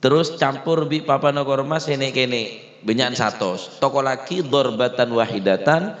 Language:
Madurese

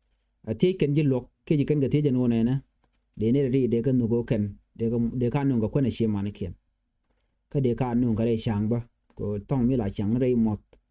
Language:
Nuer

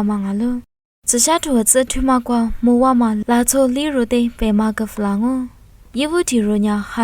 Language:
Lisu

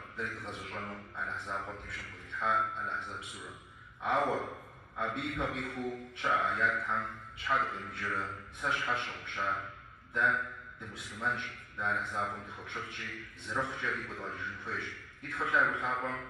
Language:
Kabardian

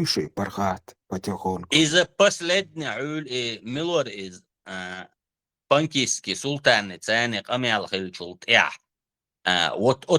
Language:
Chechen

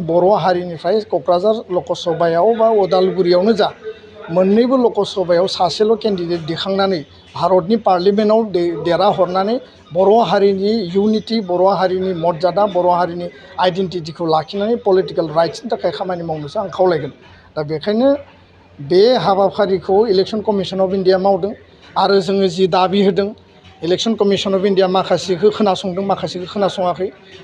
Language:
Bodo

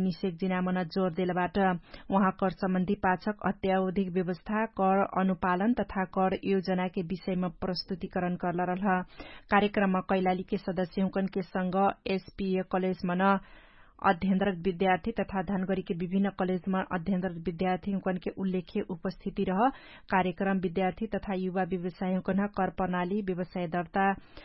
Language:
Dangaura Tharu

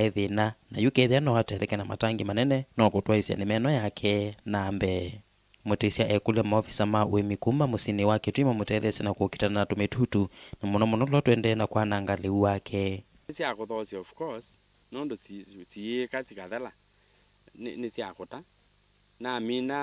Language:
Kamba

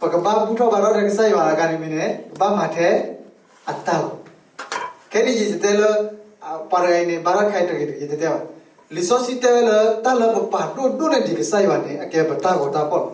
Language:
S'gaw Karen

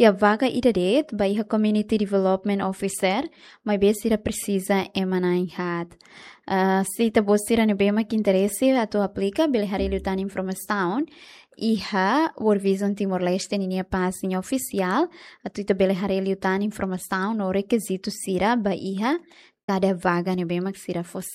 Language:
Tetum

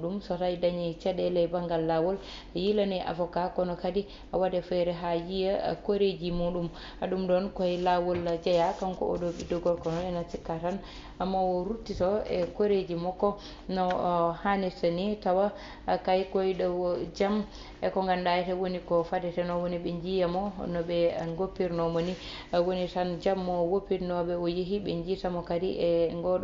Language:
Fula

